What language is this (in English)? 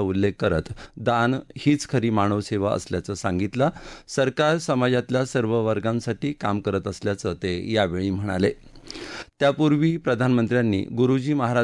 Marathi